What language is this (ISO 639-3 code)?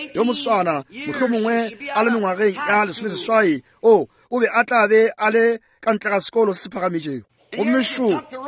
nso